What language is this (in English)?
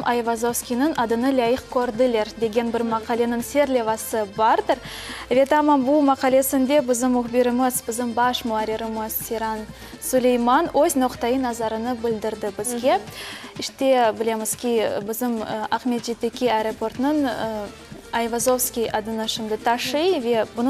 Crimean Tatar